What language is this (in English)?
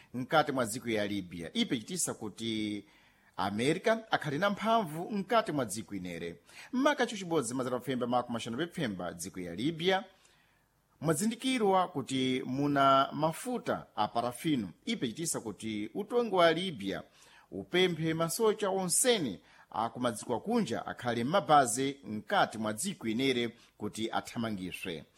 Sena